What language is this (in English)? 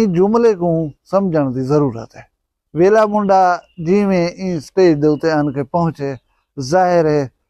Saraiki